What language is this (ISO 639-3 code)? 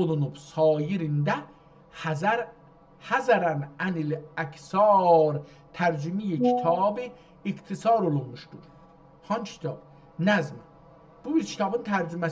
azb